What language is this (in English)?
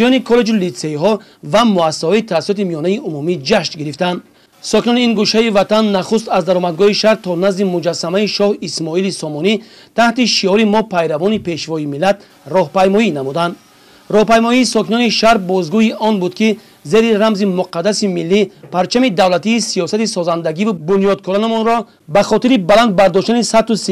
Tajik